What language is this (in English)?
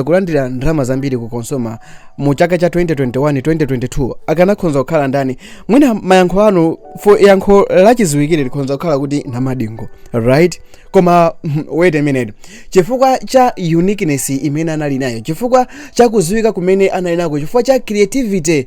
Nyanja